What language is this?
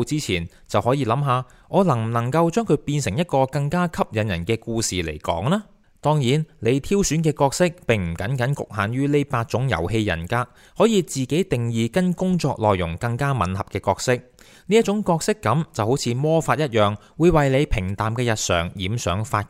Cantonese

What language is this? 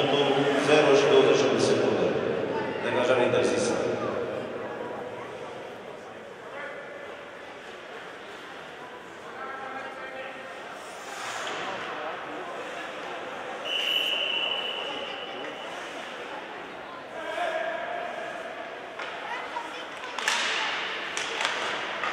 Romanian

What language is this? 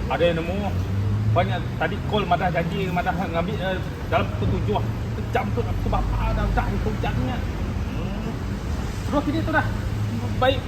Iban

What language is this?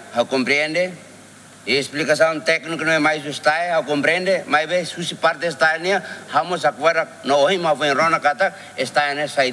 Tetum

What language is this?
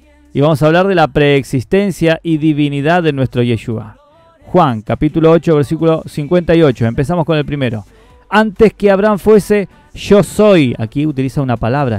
Spanish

